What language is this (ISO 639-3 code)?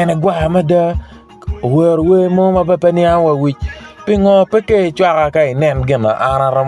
ach